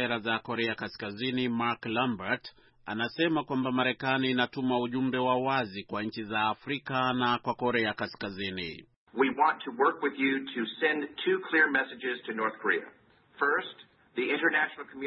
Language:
Swahili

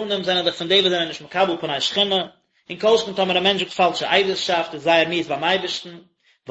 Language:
Yiddish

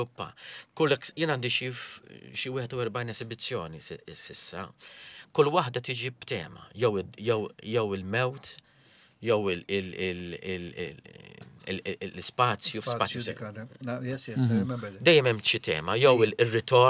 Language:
Maltese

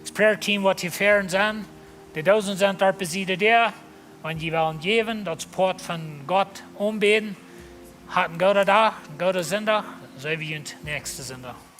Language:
Plautdietsch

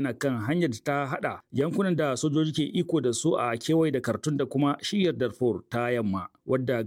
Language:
Hausa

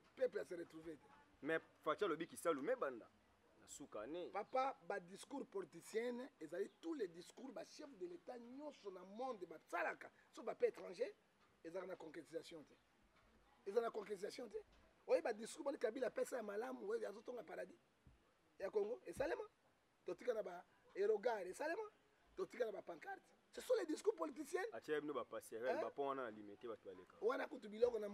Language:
Lingala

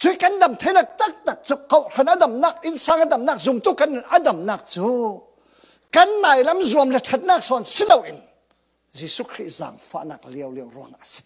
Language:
Falam Chin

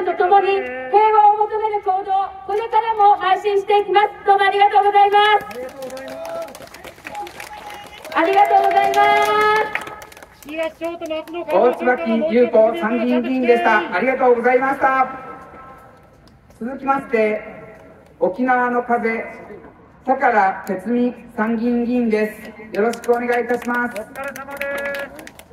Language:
Japanese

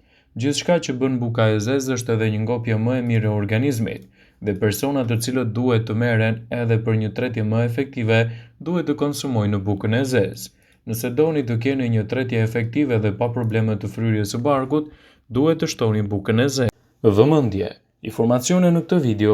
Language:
Albanian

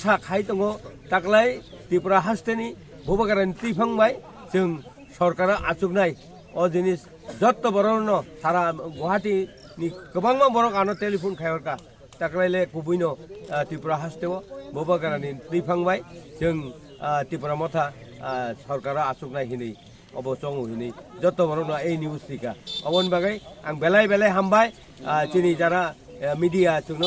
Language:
Kok Borok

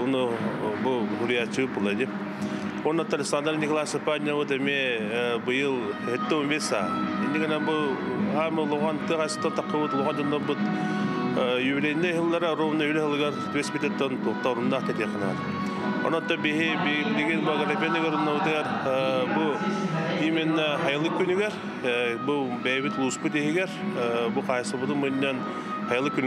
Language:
Yakut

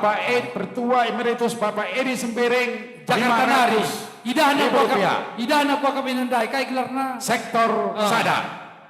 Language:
Batak Karo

